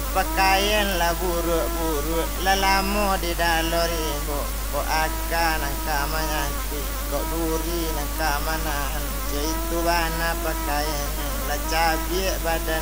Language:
Minangkabau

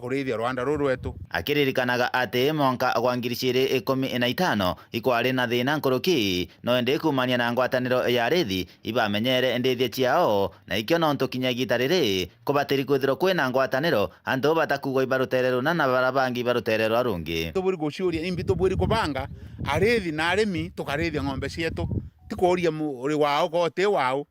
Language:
Meru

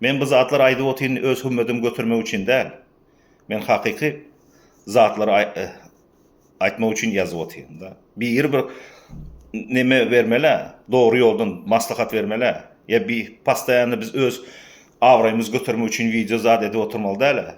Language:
Turkmen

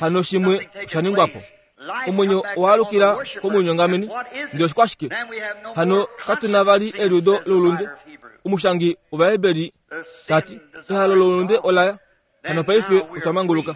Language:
Kuanyama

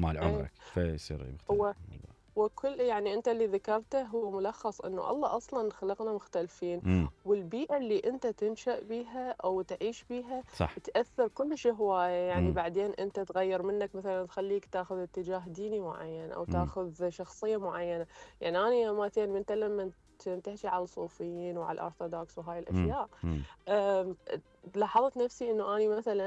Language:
Mesopotamian Arabic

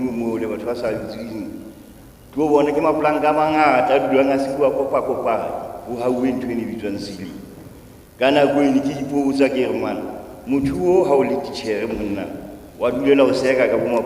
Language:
Southern Sotho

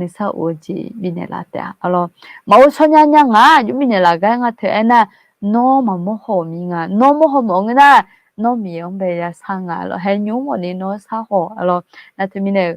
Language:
Akha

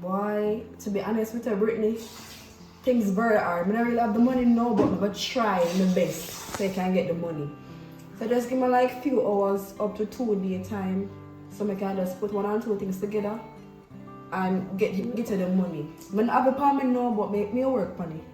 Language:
Jamaican Creole English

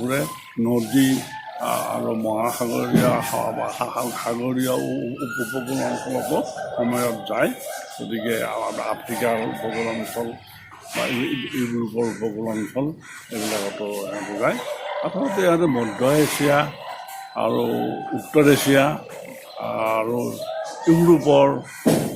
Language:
Assamese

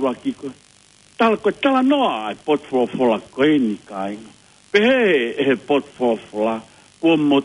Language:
Tongan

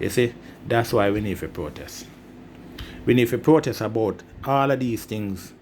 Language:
Jamaican Creole English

